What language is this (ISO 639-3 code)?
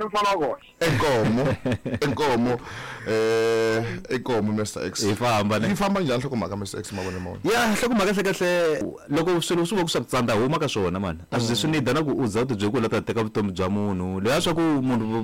tso